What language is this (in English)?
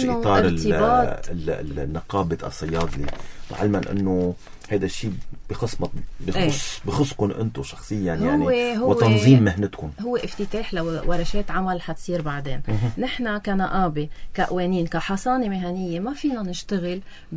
North Levantine Arabic